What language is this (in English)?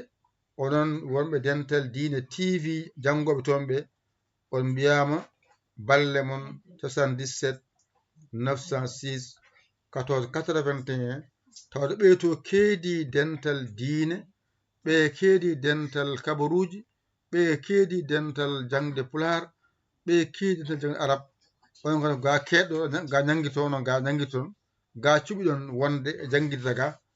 Fula